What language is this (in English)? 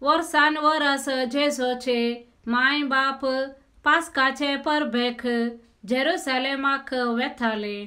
Konkani